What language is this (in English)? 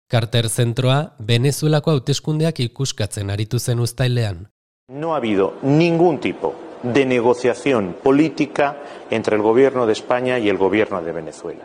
Basque